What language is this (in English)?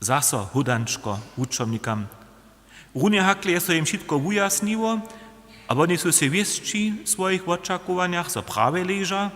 Upper Sorbian